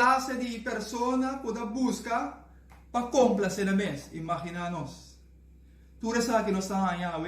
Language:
Papiamento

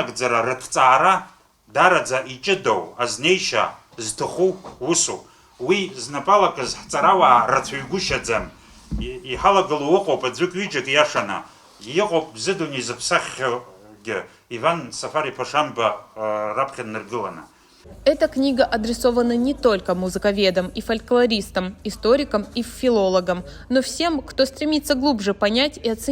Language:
Abkhazian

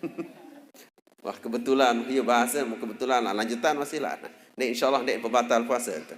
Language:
Sasak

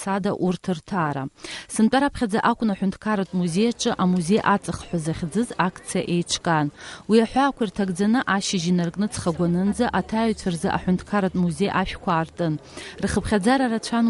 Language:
Abkhazian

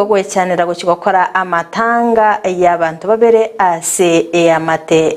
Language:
Gusii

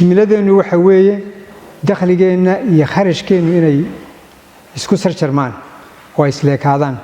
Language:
Somali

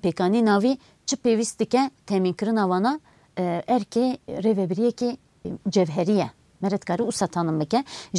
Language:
Kurdish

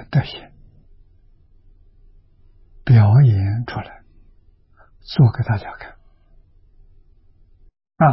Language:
Chinese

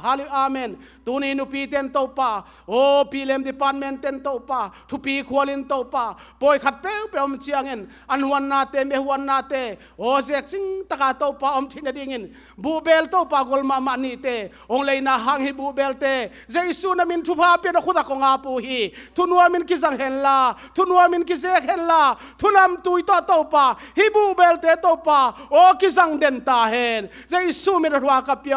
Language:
Tedim Chin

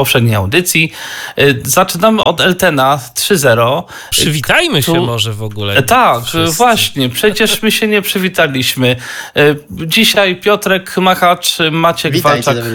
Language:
Polish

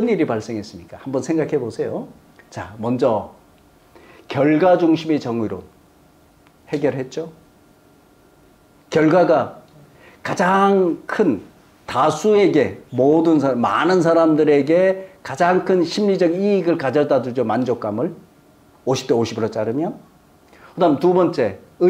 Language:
Korean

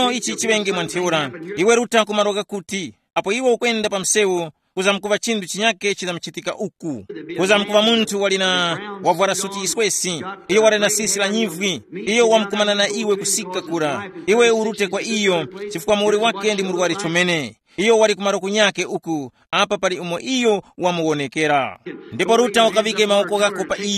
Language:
Tumbuka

